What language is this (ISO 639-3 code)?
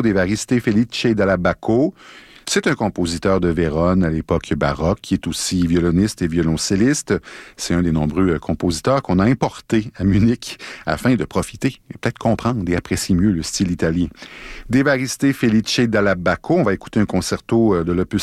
fra